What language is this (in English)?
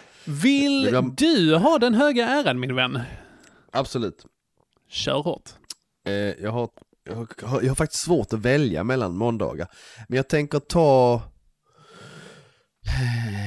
Swedish